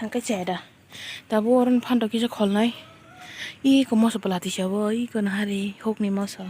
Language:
Kok Borok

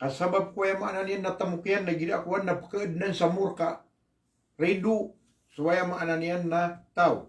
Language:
Maranao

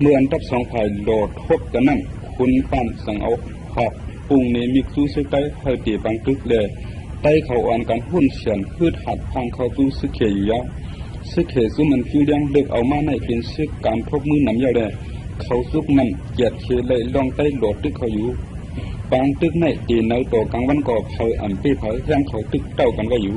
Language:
Shan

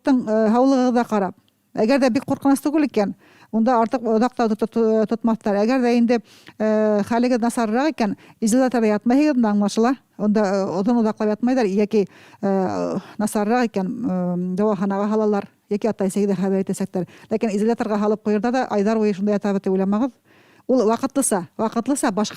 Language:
Bashkir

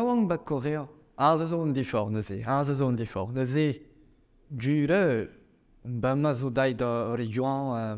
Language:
Breton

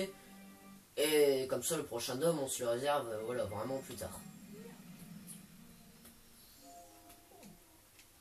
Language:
French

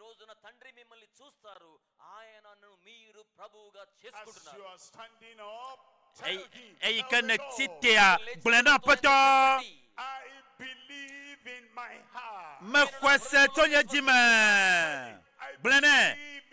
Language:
Ewe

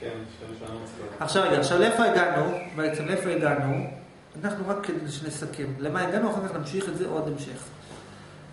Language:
Hebrew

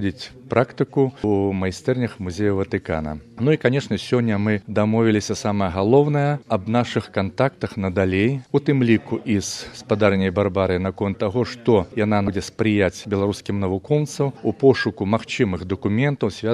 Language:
Belarusian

